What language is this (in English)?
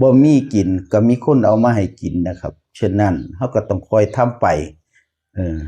Northeastern Thai